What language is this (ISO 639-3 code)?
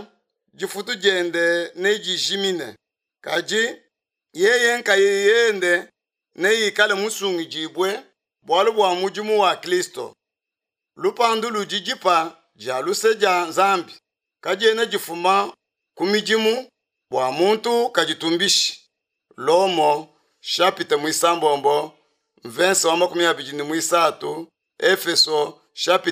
lua